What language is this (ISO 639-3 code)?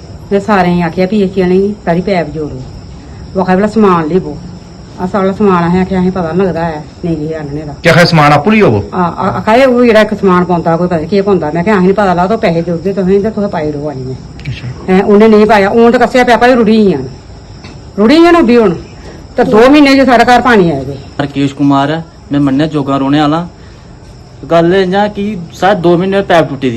doi